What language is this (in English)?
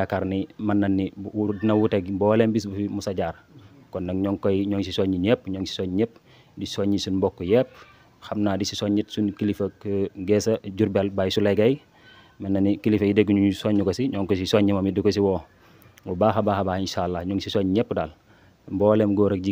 Wolof